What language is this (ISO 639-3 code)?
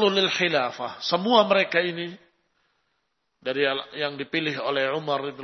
ind